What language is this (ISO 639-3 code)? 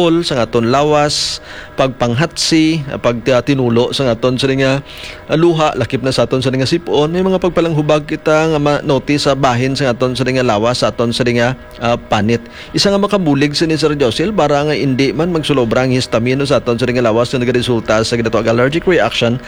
hil